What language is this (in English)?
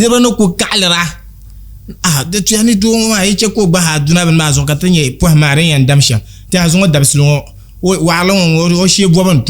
Dagbani